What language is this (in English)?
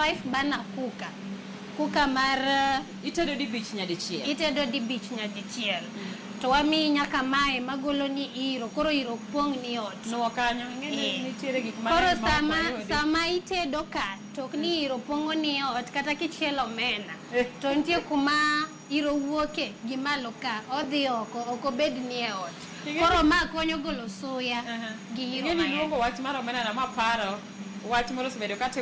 Luo (Kenya and Tanzania)